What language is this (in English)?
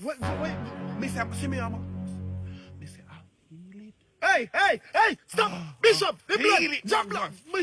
Jamaican Creole English